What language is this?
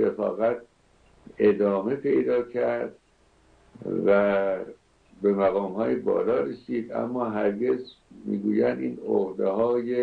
Persian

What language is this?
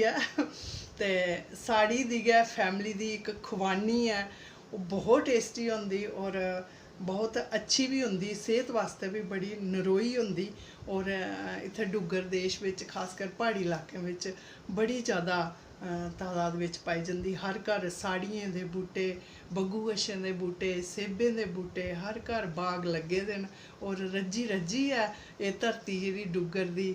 Dogri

